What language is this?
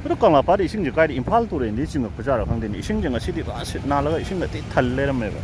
Manipuri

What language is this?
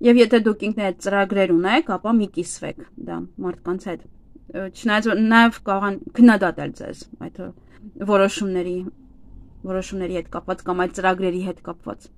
Armenian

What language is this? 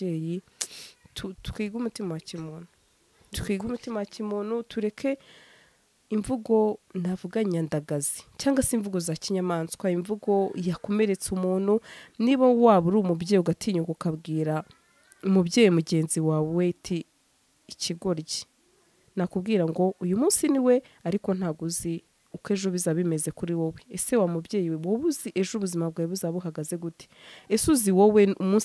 Kinyarwanda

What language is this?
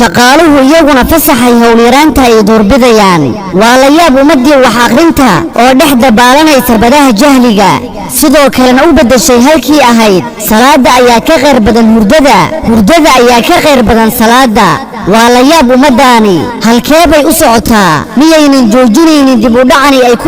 Somali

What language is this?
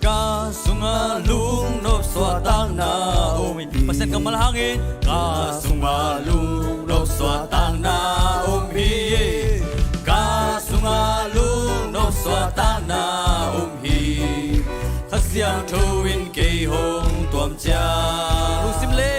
Tedim Chin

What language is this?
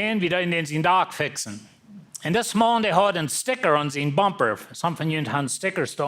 Plautdietsch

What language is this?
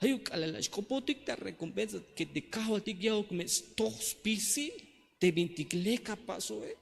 Tzeltal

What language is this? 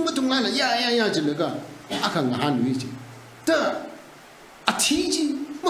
Tangkhul Naga (India)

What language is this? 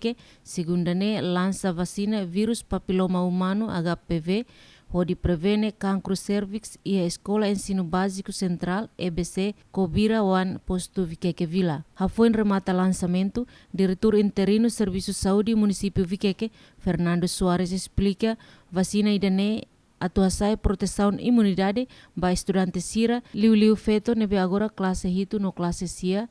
Tetum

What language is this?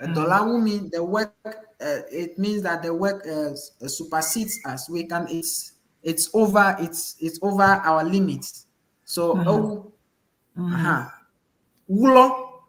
Ewe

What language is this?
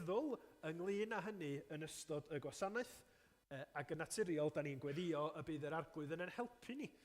Welsh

